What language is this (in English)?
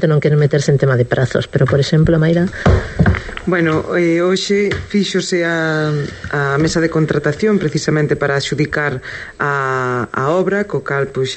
Galician